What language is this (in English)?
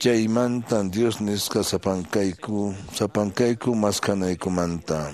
Quechua